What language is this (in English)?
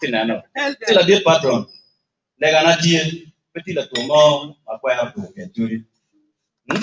Acoli